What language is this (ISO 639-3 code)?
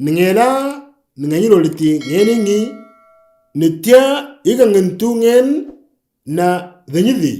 mor